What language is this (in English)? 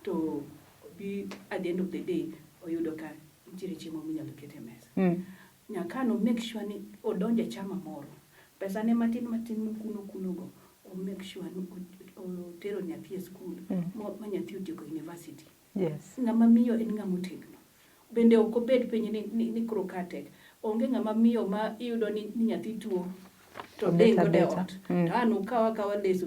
Luo (Kenya and Tanzania)